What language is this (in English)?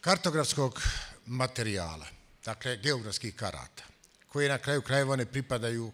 Bosnian